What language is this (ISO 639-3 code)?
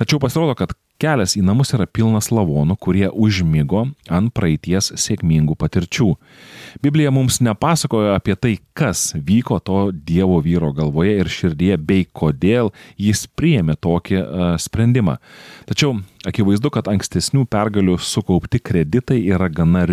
lit